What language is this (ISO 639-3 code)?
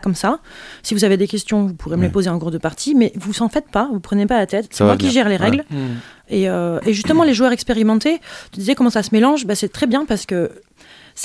fra